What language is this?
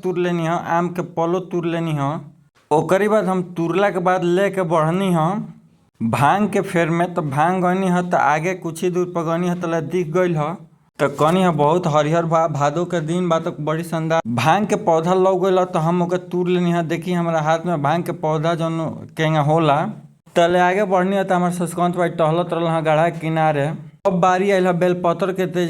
Bhojpuri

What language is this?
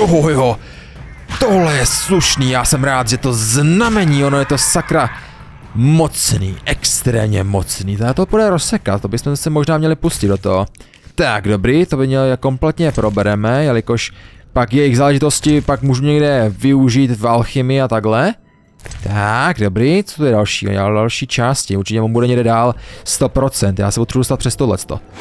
Czech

